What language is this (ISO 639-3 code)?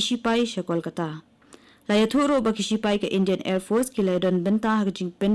kha